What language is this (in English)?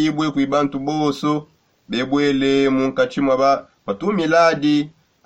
Songe